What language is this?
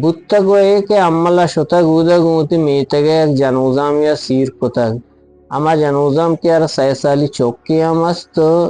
Eastern Balochi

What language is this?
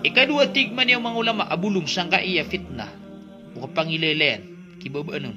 Maranao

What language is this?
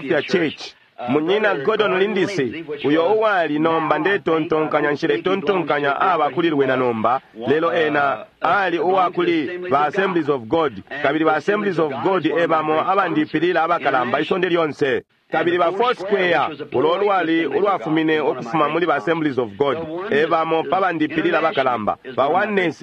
Bemba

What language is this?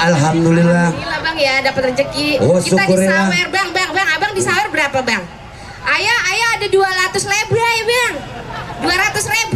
Betawi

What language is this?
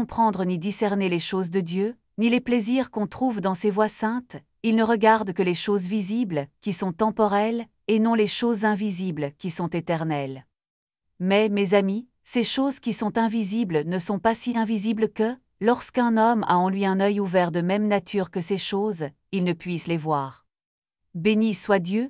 French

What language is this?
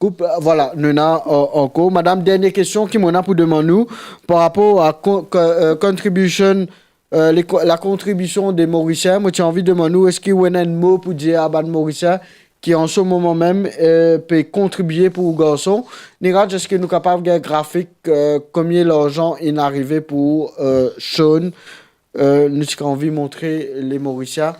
Morisyen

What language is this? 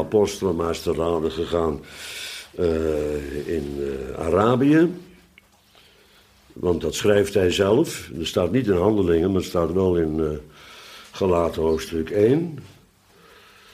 Dutch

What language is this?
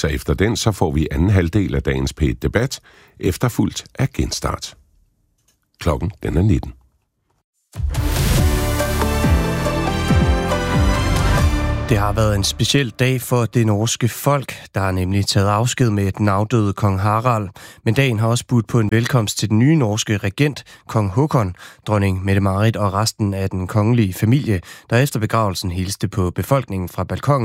Danish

